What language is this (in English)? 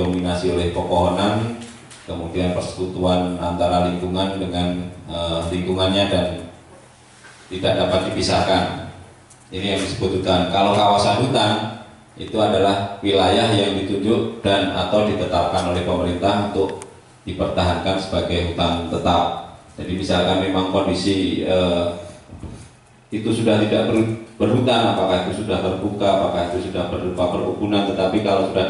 Indonesian